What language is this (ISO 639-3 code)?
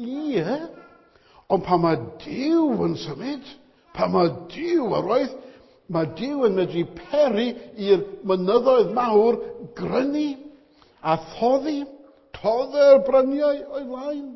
cym